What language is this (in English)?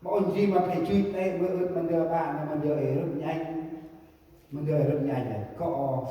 Central Mnong